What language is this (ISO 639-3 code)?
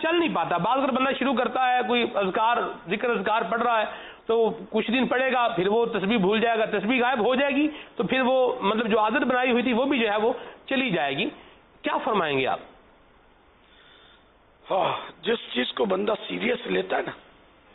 urd